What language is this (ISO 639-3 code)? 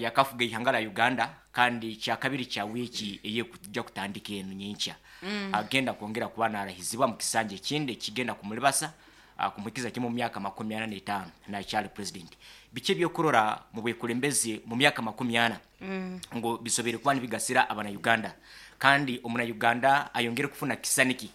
nyn